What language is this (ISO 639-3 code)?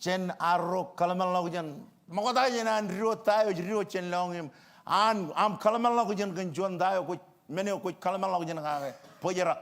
mah